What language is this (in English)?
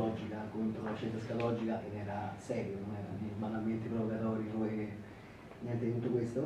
Italian